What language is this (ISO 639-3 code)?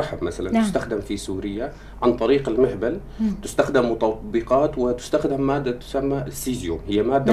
apc